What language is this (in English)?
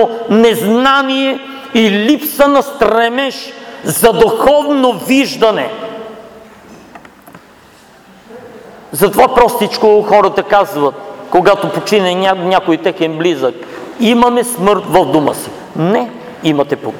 Bulgarian